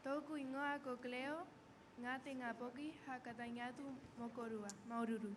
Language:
Rapanui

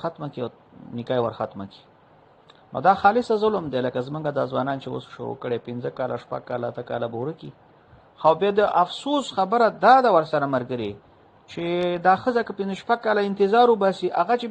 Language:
Pashto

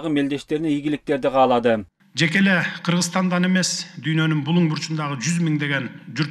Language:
Kyrgyz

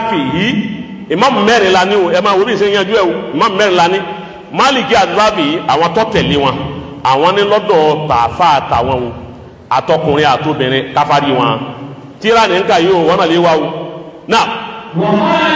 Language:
Yoruba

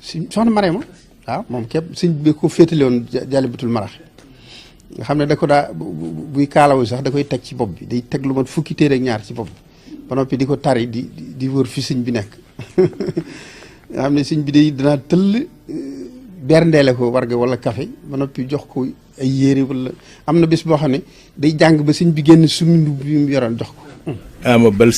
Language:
Wolof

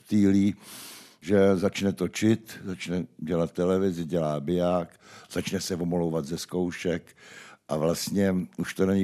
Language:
Czech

